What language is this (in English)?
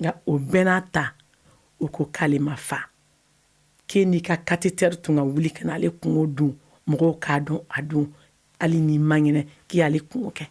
Bambara